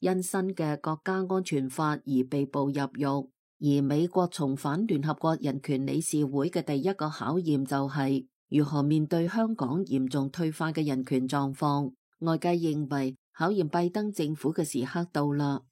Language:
Cantonese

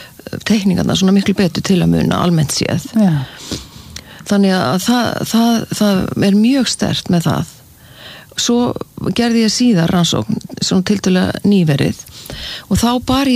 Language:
Icelandic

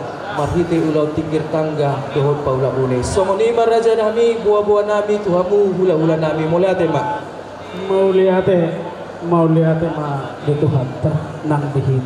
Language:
Batak Toba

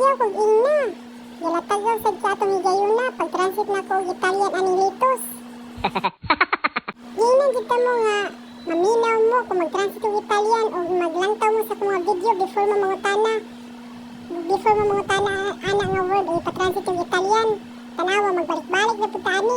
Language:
Cebuano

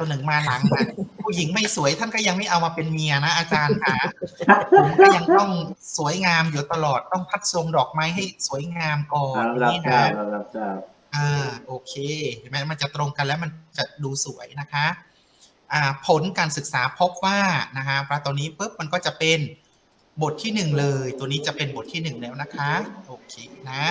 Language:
Thai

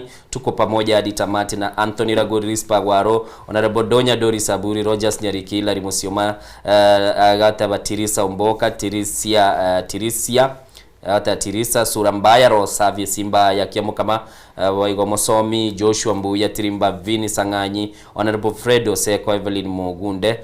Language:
Gusii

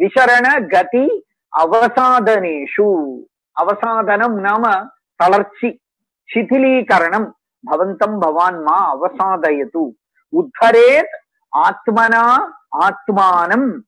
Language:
Sanskrit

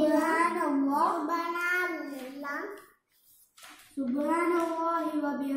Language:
Malayalam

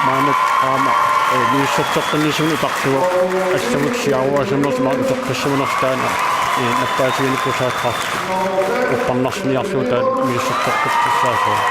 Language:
Kalaallisut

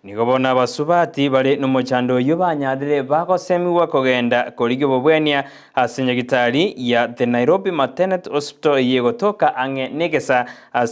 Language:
Gusii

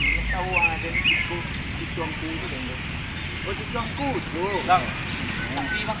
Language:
Minangkabau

